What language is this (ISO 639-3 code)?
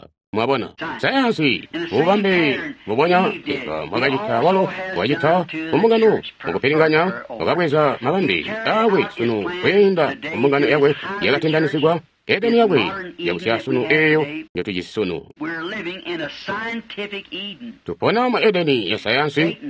toi